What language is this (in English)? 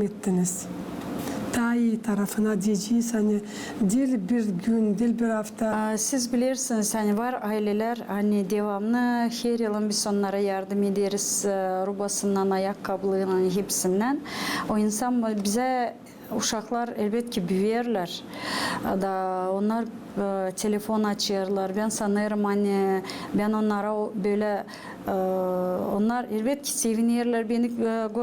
Gagauz